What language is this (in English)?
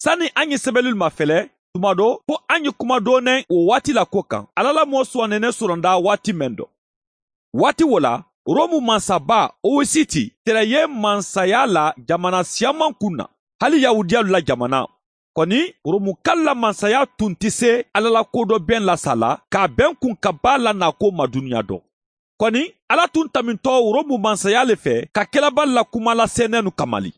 Bambara